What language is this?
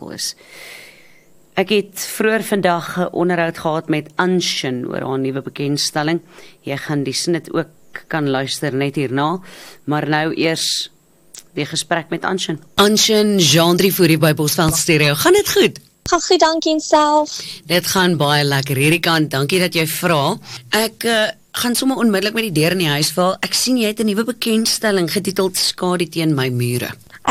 Afrikaans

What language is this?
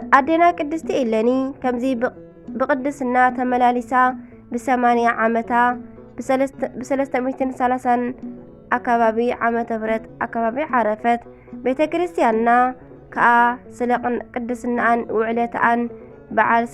Tigrinya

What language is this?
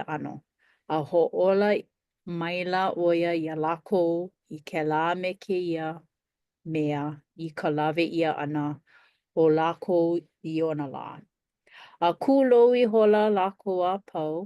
Hawaiian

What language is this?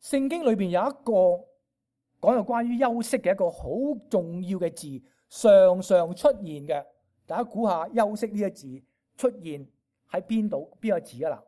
Cantonese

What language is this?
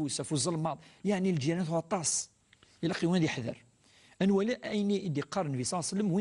Kabyle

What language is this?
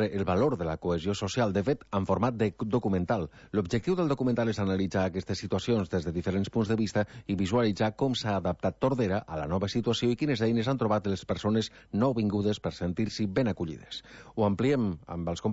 Catalan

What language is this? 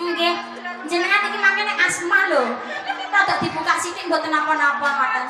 Javanese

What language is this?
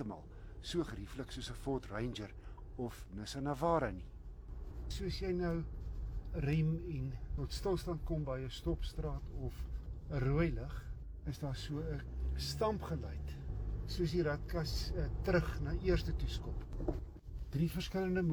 Afrikaans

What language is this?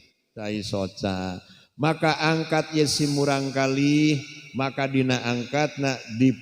Sundanese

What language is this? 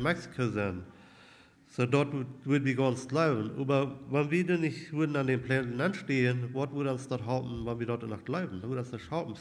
Plautdietsch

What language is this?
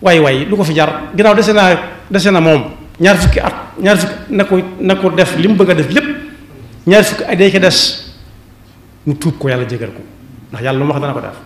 Wolof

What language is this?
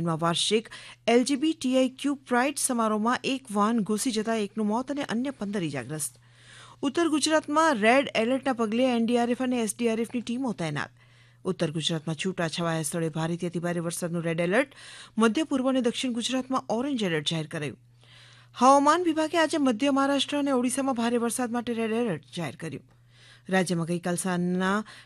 Gujarati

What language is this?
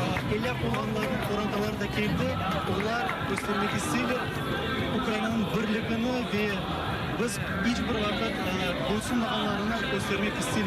Crimean Tatar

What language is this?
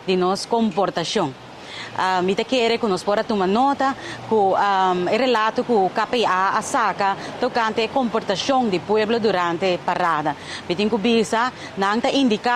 Papiamento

